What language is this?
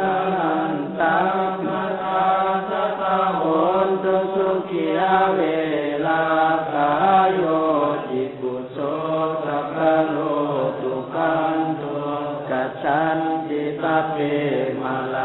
Pali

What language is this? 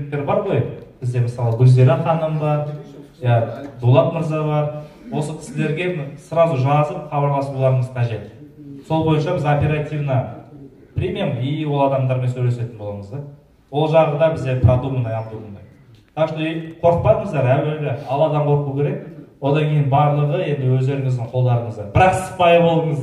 Kazakh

